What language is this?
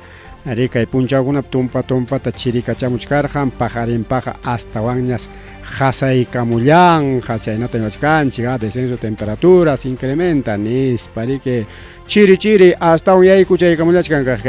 Ayacucho Quechua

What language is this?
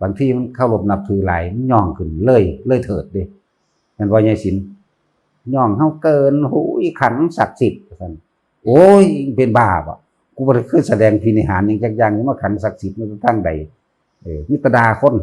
Northeastern Thai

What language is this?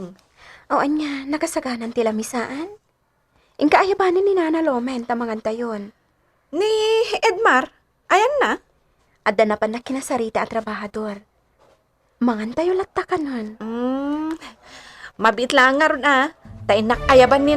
Iloko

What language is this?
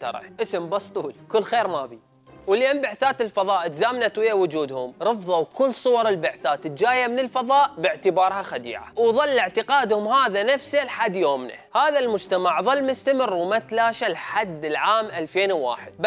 Mesopotamian Arabic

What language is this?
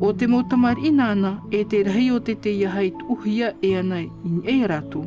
Tahitian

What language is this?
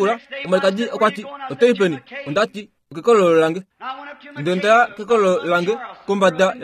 Kuanyama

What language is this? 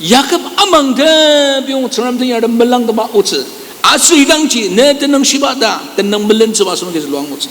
Ao Naga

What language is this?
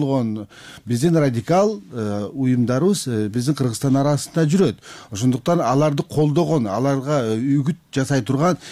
Kyrgyz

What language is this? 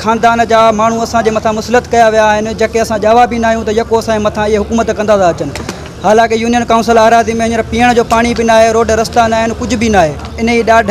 Sindhi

